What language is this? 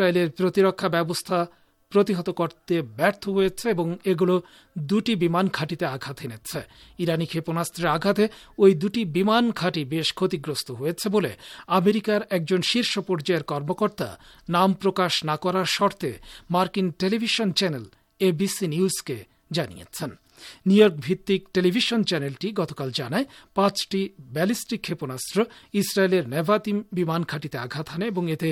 Bangla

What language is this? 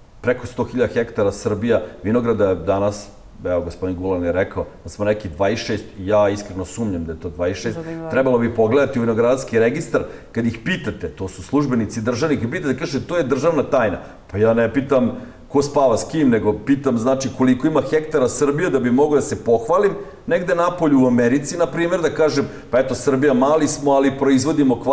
Serbian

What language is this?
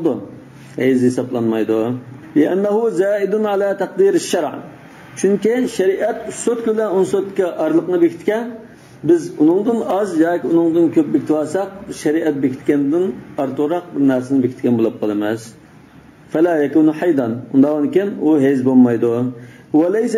Uyghur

